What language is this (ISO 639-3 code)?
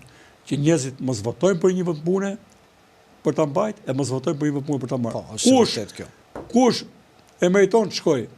sqi